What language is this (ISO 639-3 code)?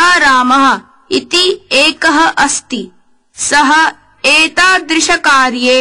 san